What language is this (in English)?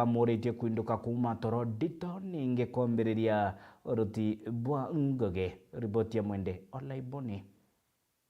Meru